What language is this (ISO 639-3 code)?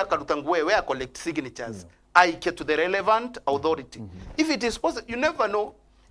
mer